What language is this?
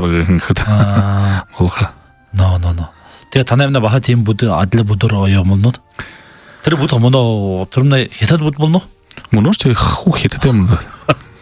Buriat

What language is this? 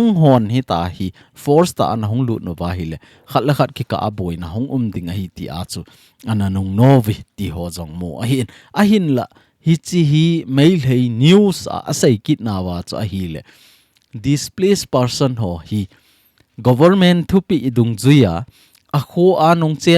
Thado Chin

